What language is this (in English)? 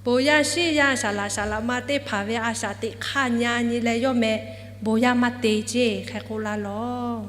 Lahu